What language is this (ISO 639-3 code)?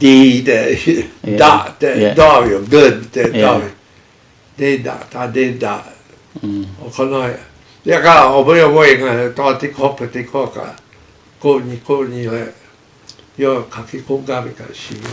lhu